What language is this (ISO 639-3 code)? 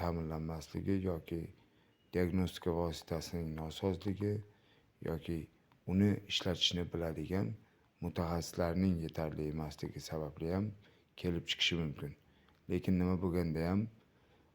uzb